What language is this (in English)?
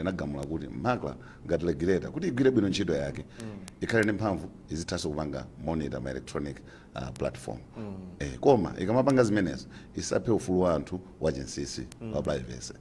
Nyanja